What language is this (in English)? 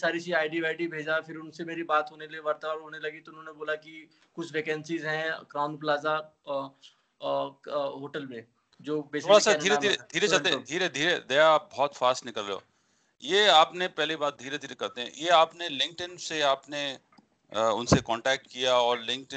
Hindi